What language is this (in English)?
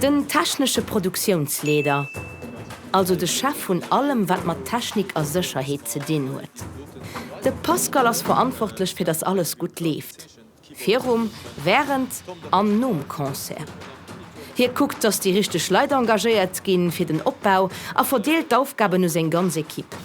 Luxembourgish